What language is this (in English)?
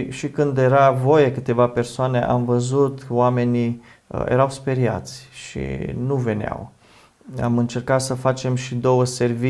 Romanian